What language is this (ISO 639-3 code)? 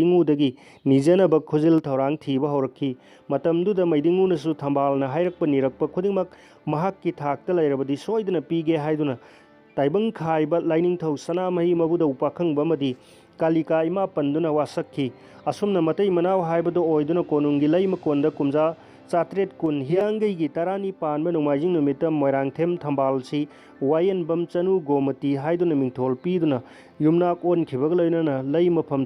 mni